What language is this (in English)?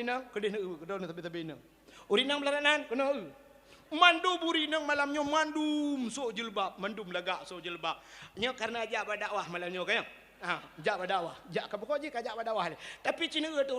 Achinese